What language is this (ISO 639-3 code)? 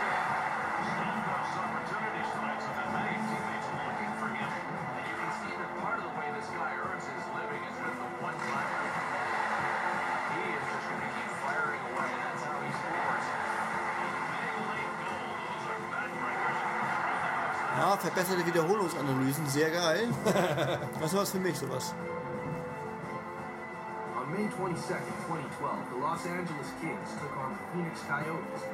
deu